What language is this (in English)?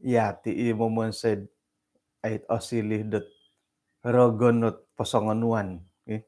Central Dusun